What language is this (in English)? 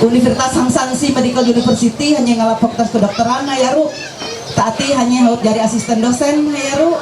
Ma'anyan